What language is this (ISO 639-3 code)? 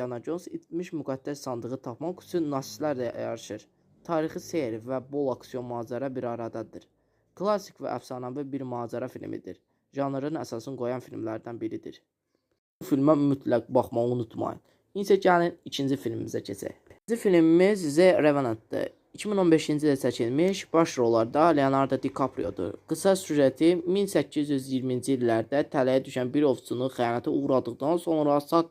aze